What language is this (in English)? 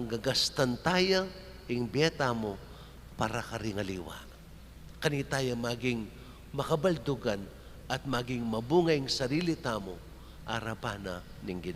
Pampanga